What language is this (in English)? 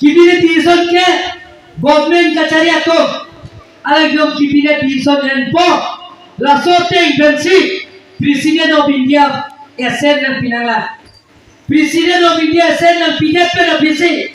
Karbi